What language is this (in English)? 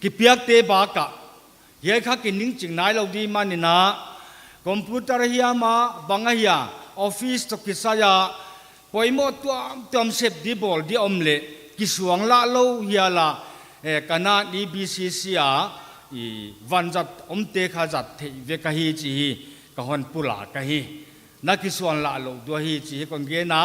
Paite Chin